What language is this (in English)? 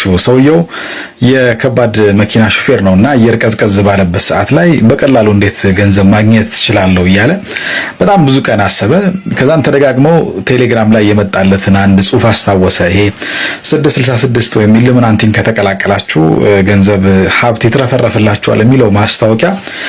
Amharic